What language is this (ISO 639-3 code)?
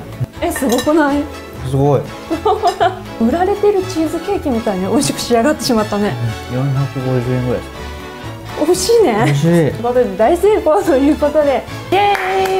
jpn